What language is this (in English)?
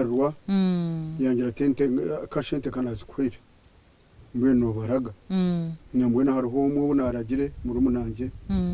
Nyankole